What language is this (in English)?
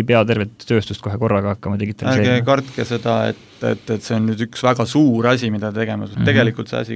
Estonian